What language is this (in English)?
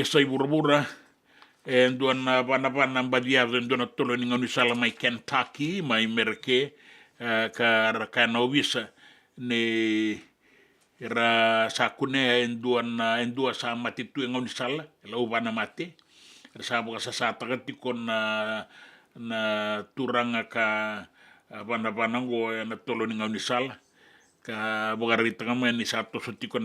Fijian